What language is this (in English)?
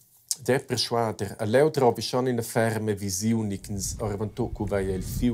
Romansh